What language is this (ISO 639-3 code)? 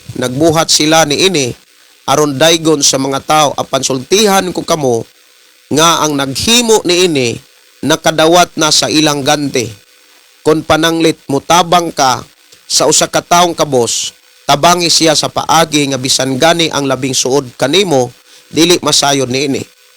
ceb